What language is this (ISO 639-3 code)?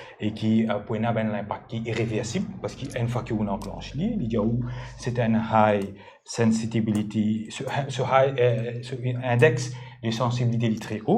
mfe